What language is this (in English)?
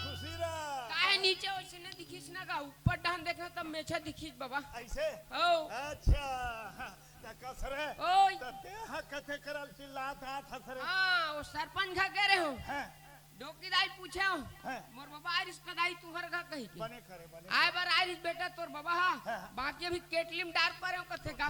Chhattisgarhi